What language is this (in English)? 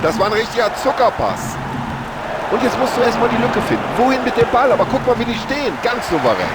Bavarian